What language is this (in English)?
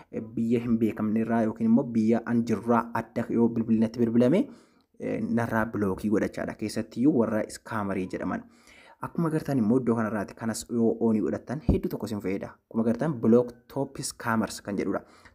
Oromo